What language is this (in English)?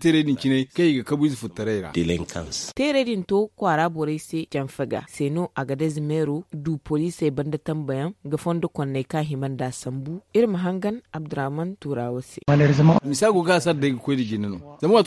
Zarma